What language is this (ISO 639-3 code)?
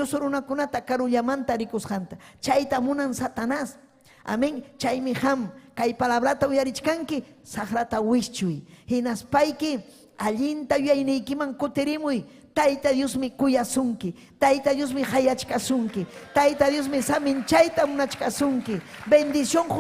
quy